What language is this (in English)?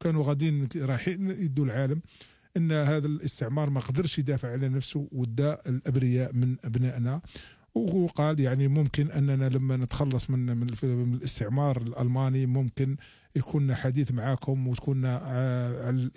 Algerian Arabic